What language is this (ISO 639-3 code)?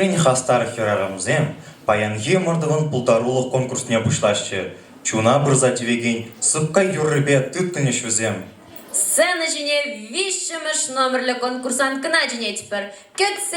chv